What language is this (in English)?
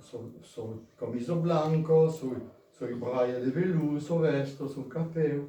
Occitan